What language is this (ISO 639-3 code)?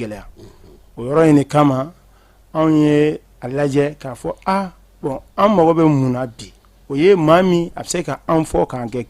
bam